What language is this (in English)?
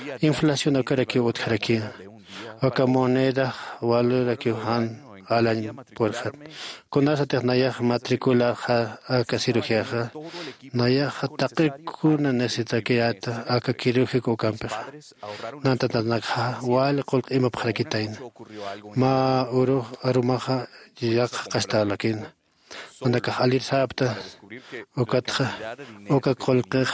Aymara